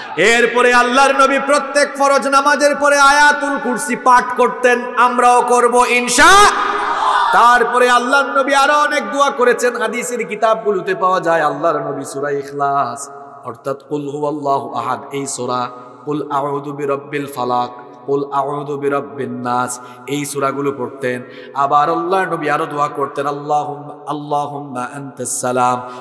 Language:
Bangla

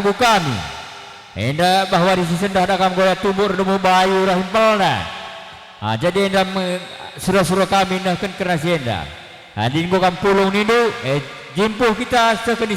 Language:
Batak Karo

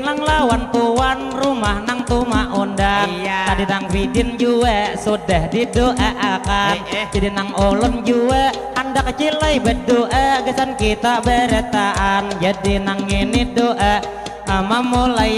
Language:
Banjar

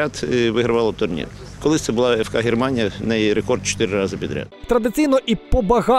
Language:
Ukrainian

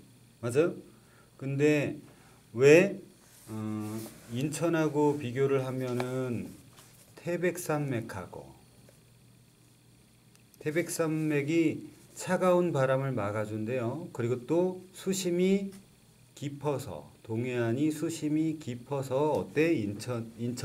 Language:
Korean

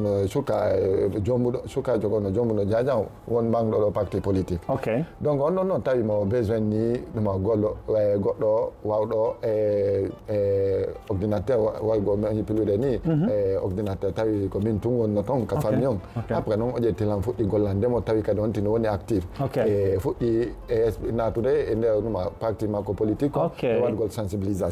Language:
Fula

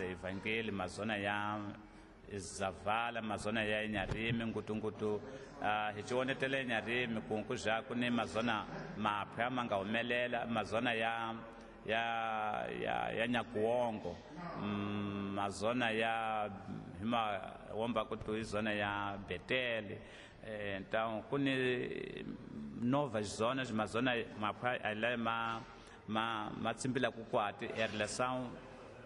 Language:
Tsonga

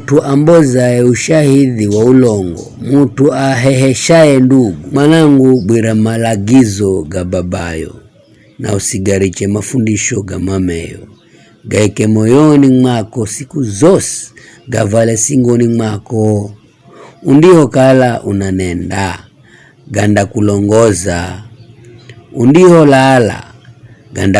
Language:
Giryama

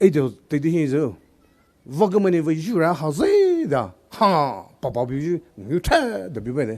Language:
Poumei Naga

